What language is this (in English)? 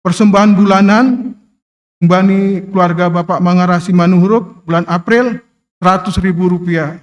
Batak Simalungun